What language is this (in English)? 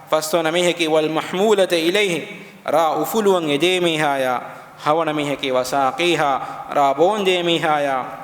Divehi